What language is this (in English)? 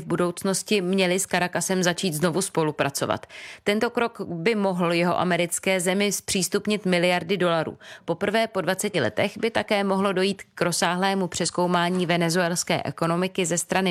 Czech